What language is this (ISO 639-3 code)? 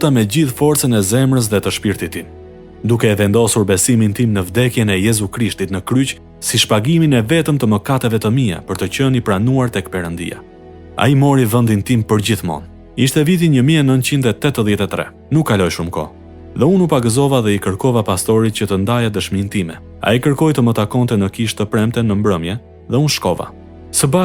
sqi